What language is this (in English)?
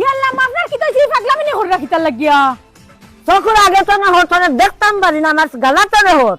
Sylheti